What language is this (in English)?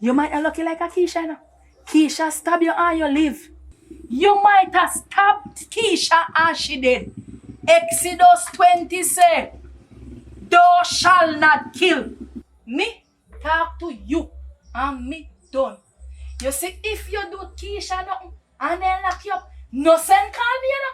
Jamaican Creole English